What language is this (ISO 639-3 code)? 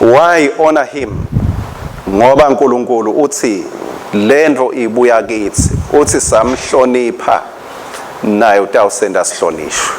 ssw